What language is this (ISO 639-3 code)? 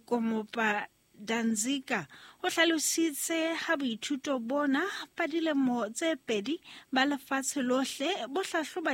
sot